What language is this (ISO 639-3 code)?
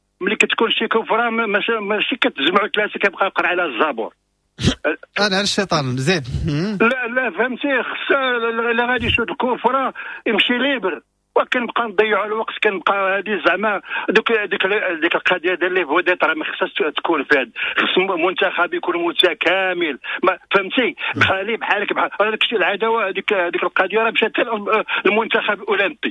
ary